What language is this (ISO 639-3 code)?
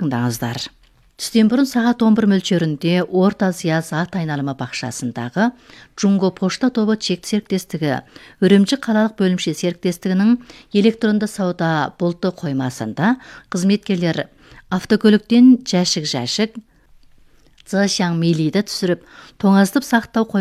kaz